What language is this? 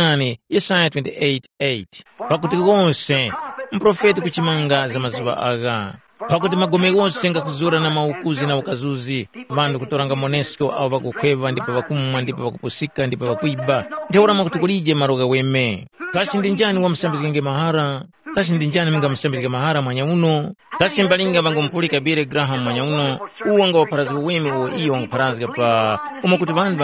Tumbuka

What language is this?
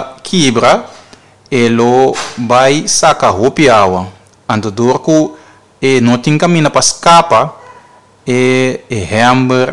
Papiamento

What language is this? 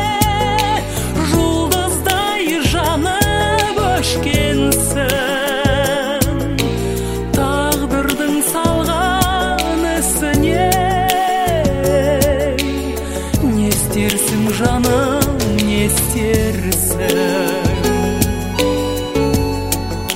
Kazakh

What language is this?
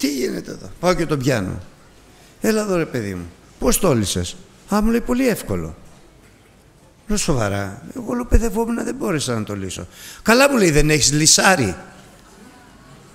Greek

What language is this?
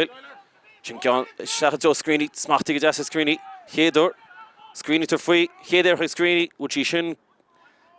Irish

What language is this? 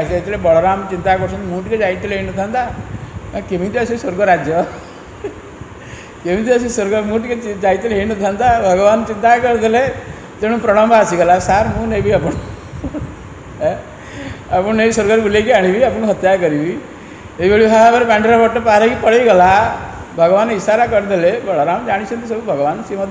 Odia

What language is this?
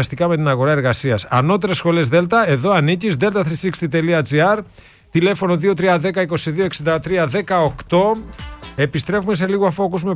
Greek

